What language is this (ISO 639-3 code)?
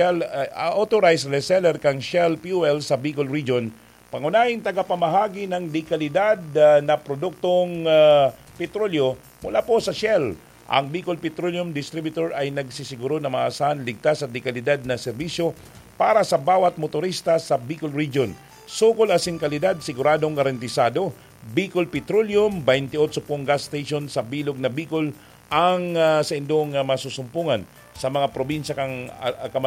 bik